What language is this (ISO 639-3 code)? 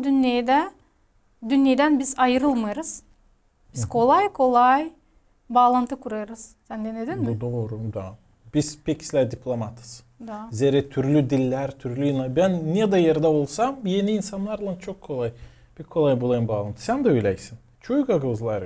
gag